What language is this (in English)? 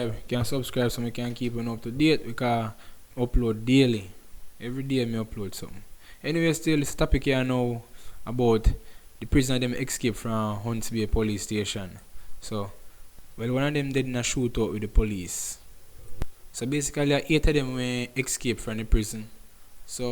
Jamaican Creole English